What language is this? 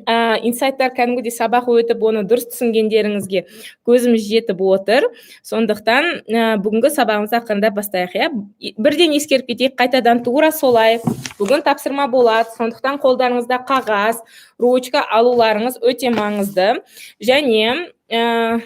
Kazakh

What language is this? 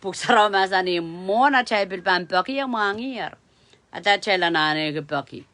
Pohnpeian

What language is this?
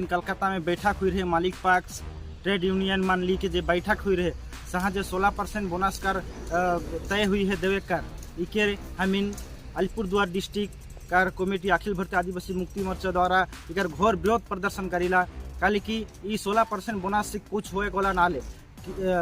Sadri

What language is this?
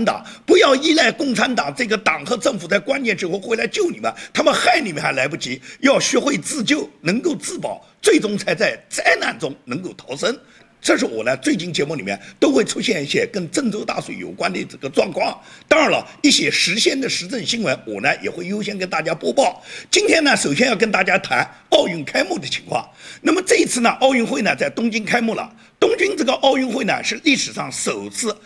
Chinese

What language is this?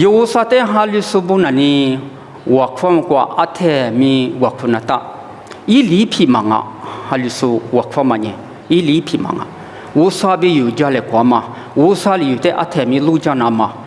Lisu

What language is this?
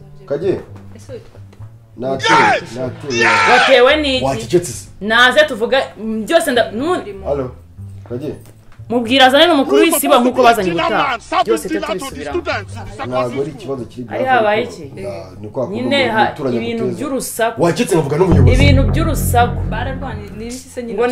Kinyarwanda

